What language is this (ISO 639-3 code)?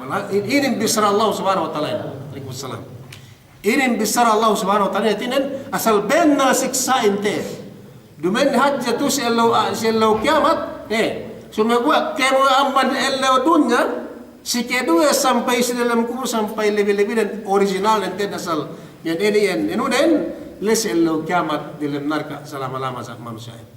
yka